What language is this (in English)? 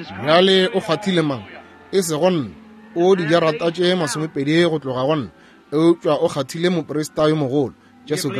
Northern Sotho